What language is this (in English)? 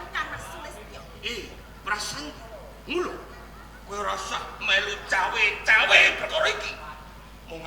Javanese